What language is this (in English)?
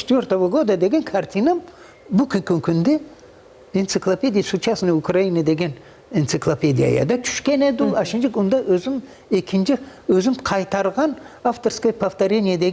Crimean Tatar